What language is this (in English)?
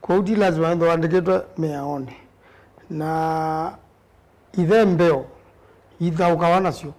Kamba